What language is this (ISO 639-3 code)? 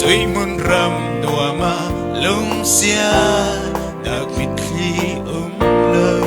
cfm